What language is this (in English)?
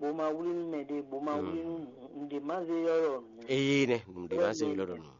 Fon